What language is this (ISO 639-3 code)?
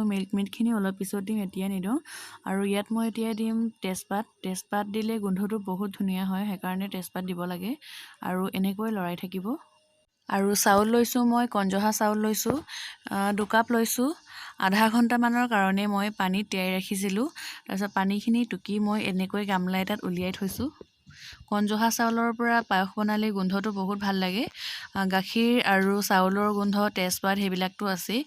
asm